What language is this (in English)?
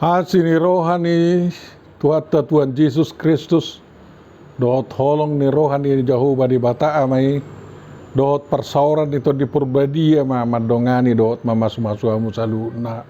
Batak Toba